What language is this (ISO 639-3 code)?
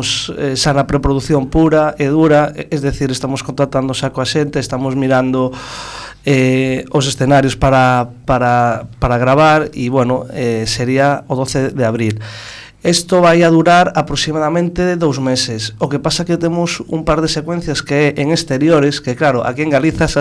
glg